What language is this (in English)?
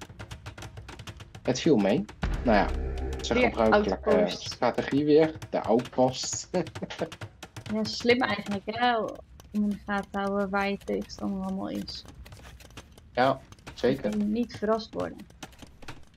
Dutch